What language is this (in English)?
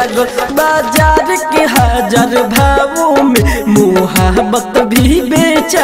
Bhojpuri